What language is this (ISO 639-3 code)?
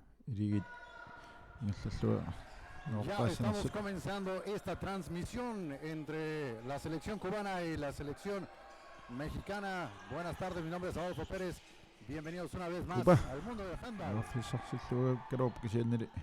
kal